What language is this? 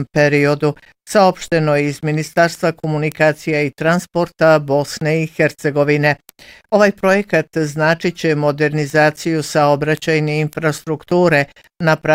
Bosnian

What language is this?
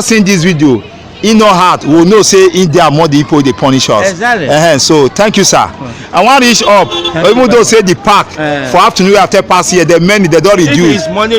Nigerian Pidgin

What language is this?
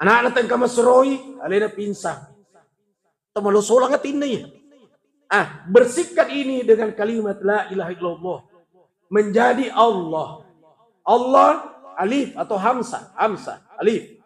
Buginese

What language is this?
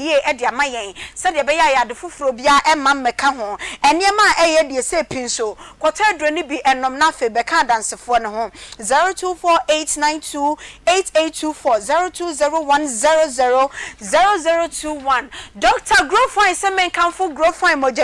Akan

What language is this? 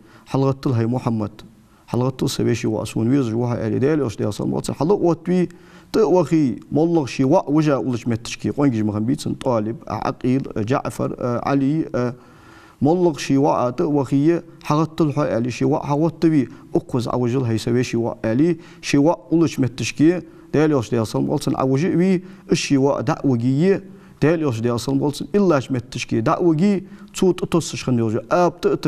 Ingush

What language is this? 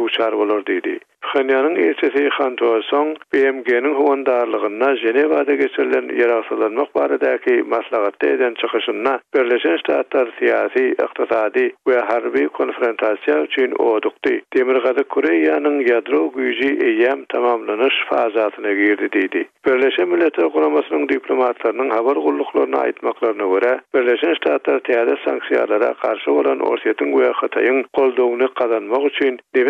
Turkmen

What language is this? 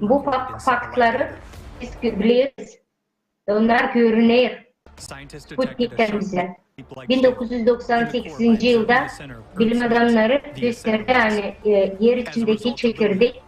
Gagauz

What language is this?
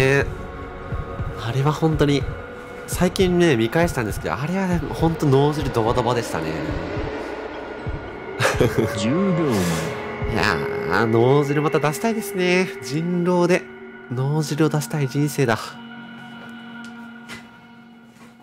Japanese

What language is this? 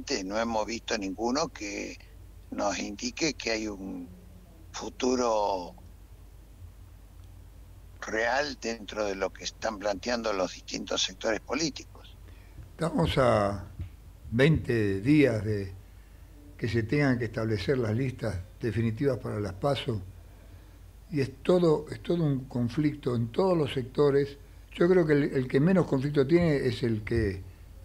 Spanish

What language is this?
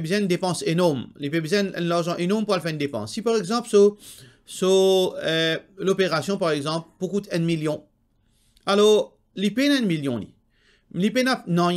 Morisyen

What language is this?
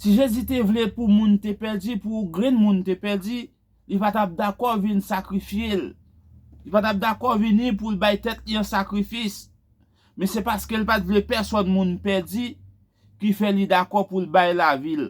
Haitian Creole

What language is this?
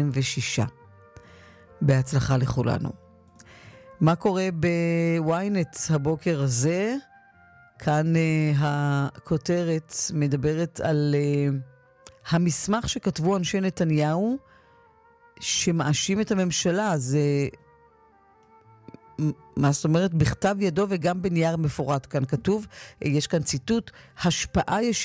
Hebrew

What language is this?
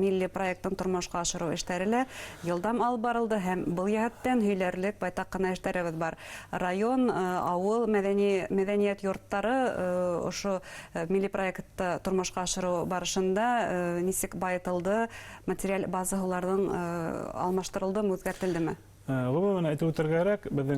Bashkir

